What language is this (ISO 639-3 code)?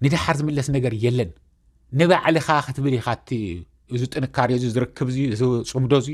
tir